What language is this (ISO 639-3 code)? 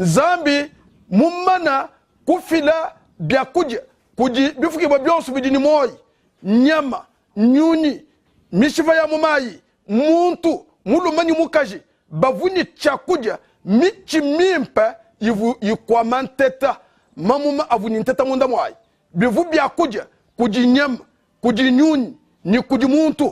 lua